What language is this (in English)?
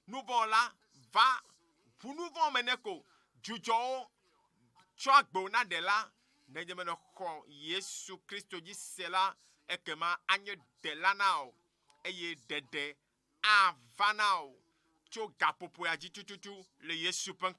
Ewe